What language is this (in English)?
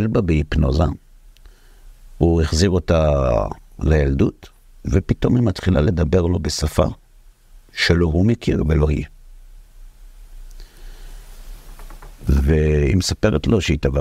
Hebrew